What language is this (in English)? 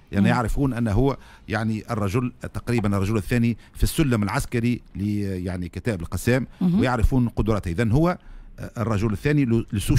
Tunisian Arabic